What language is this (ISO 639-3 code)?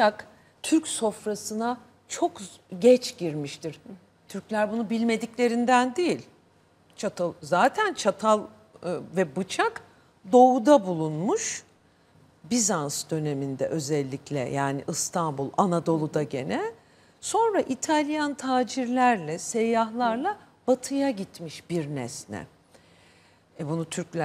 tur